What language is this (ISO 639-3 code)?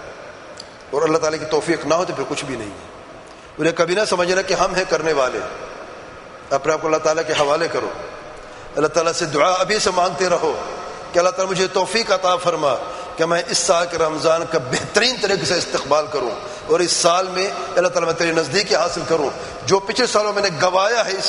urd